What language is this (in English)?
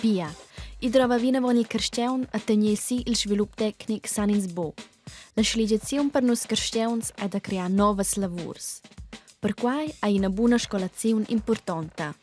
Romansh